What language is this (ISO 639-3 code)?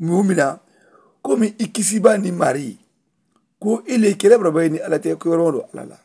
man